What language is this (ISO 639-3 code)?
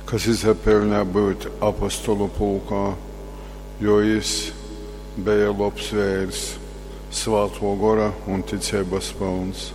ltg